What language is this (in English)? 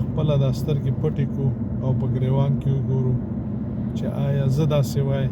Pashto